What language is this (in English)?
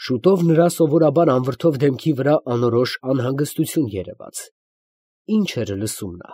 Armenian